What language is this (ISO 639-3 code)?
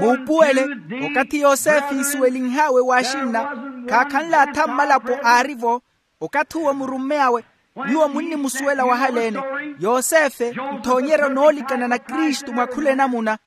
vmw